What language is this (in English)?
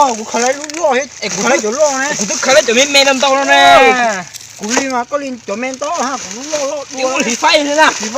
Hmong